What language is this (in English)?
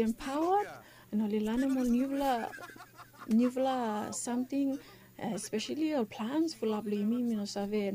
Bislama